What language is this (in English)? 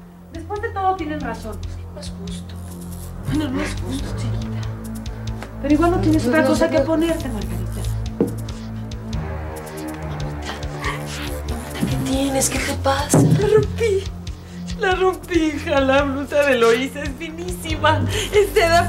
Spanish